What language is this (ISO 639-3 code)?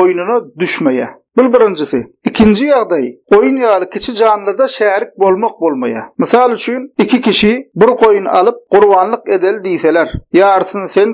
tuk